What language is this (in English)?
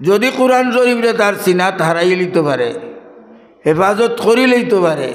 Sylheti